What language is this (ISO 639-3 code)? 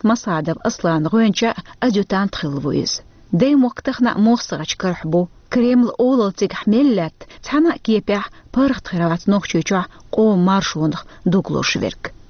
che